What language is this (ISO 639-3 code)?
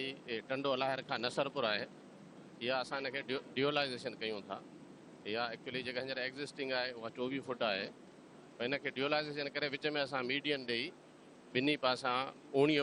snd